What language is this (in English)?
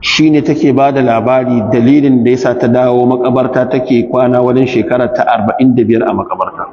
Hausa